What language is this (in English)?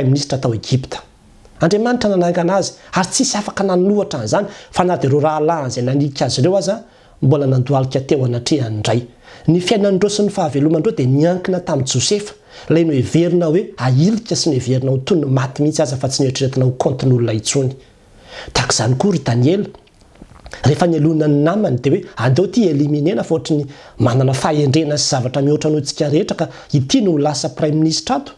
Malagasy